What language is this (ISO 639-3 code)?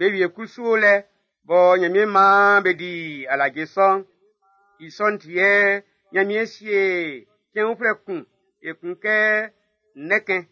bci